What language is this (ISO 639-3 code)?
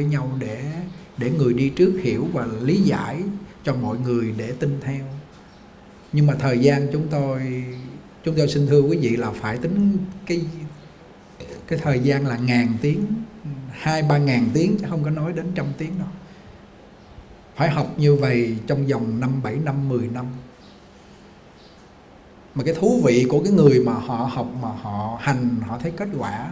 vie